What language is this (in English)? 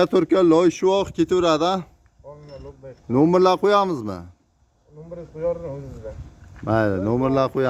Uzbek